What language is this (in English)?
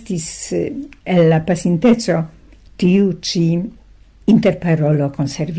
Esperanto